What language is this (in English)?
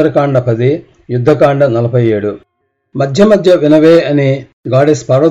Telugu